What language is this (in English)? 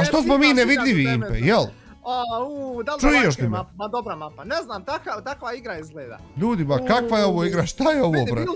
Bosnian